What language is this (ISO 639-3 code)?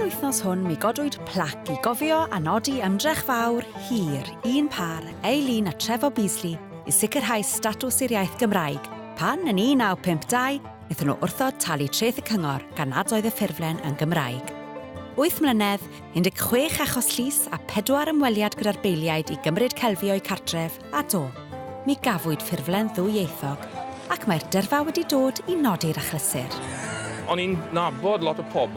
cym